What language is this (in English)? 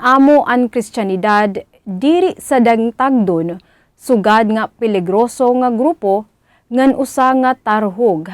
Waray